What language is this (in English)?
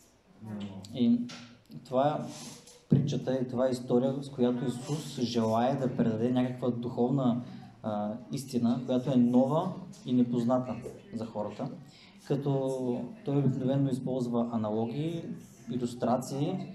Bulgarian